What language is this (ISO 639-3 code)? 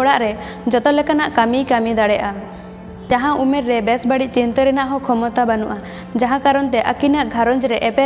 sat